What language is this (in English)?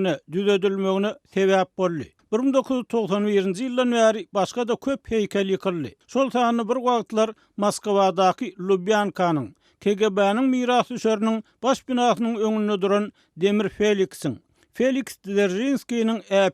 Turkmen